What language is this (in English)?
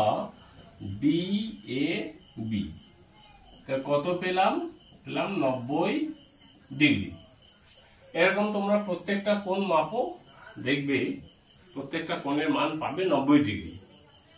Bangla